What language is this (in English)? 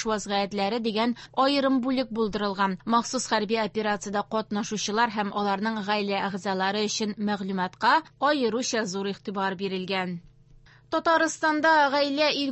Tatar